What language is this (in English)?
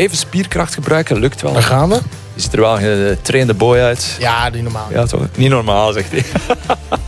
Dutch